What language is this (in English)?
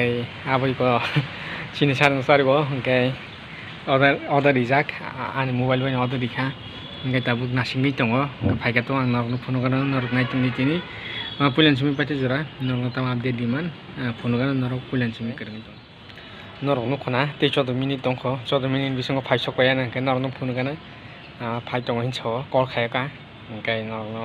Kok Borok